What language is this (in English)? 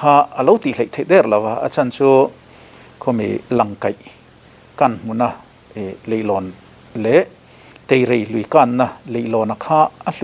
Mizo